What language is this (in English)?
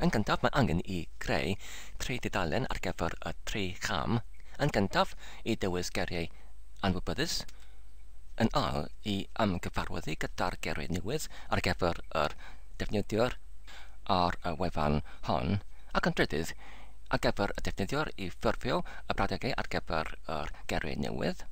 Welsh